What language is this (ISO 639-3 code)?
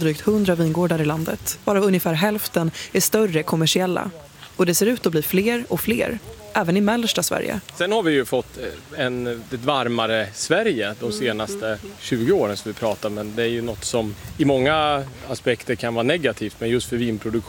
swe